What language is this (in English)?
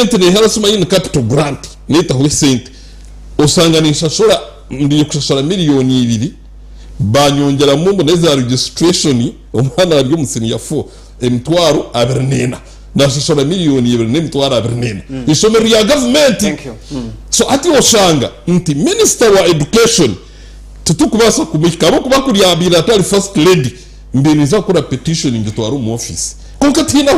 Nyankole